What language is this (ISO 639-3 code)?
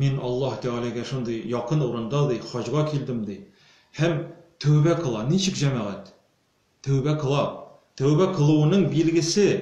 tat